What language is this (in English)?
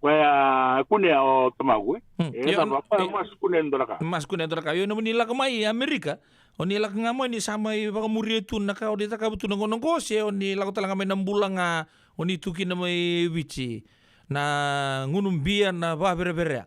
Fijian